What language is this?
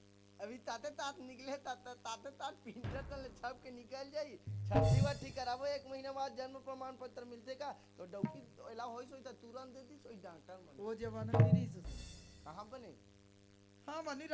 Chhattisgarhi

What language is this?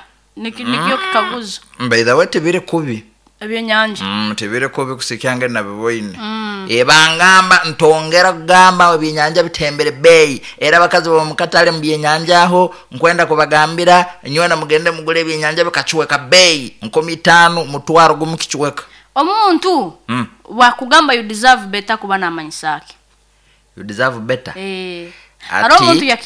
Nyoro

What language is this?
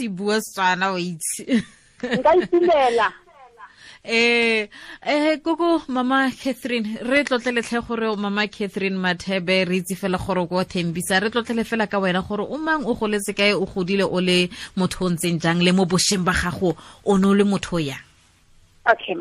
Tswana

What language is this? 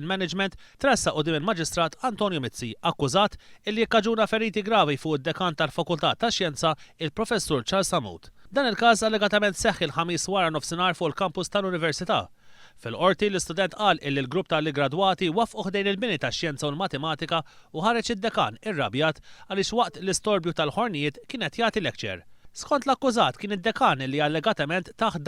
Maltese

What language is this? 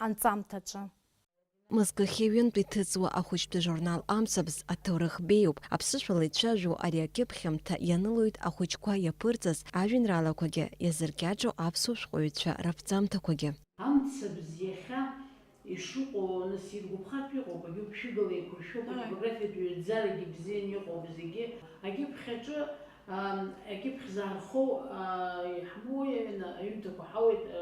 Abkhazian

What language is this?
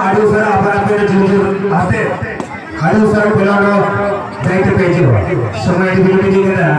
Santali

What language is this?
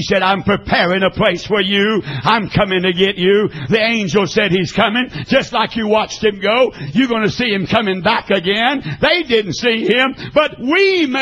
English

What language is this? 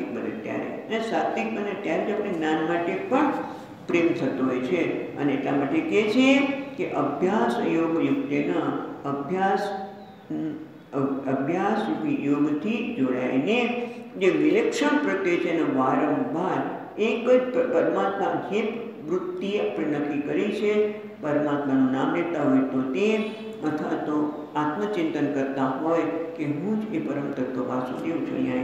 Gujarati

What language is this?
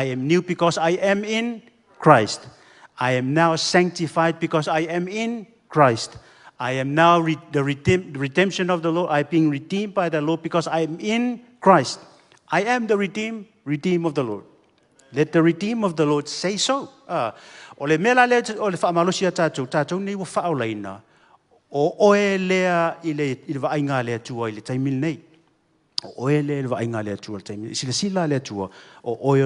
Samoan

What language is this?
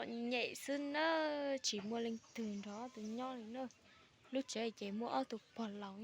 Hmong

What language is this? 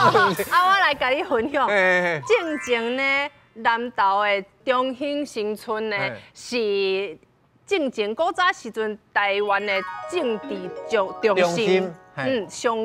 Min Nan Chinese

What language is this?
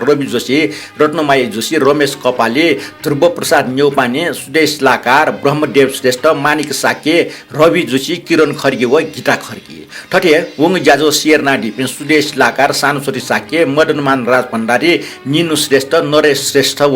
Newari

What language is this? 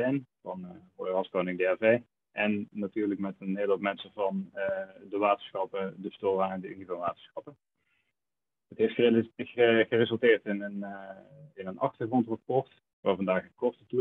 Dutch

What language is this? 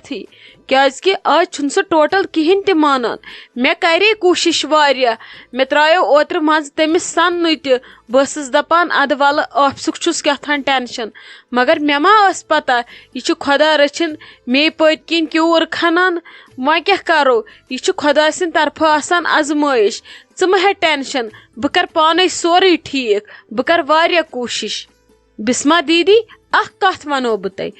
Kashmiri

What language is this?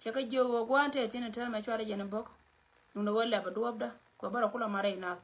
Nuer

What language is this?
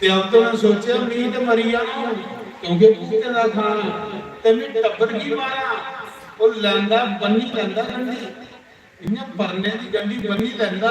Dogri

